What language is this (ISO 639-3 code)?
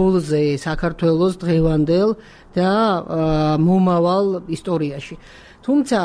kat